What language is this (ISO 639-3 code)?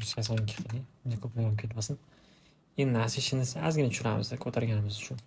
uzb